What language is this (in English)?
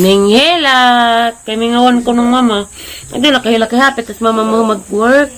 Cebuano